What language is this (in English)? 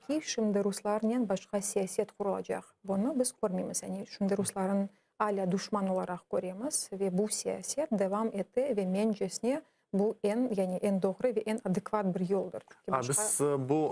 Crimean Tatar